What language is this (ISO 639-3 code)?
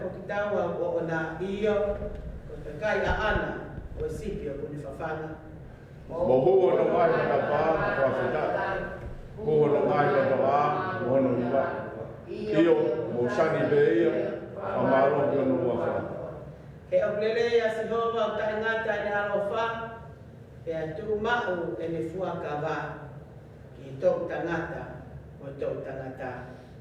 ton